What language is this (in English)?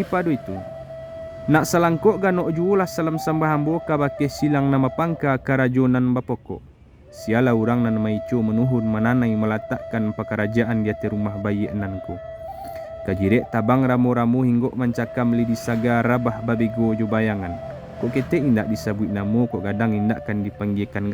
Minangkabau